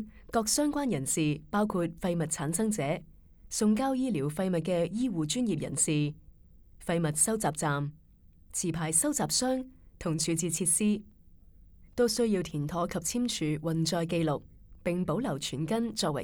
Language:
Cantonese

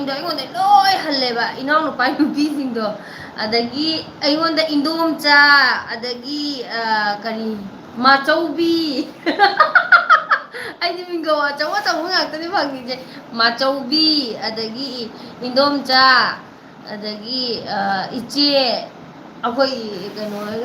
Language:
Manipuri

